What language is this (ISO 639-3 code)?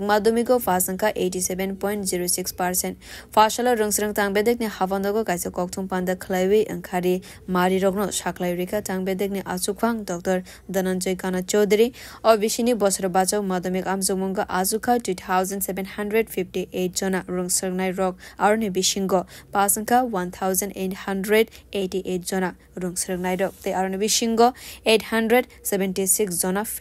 trp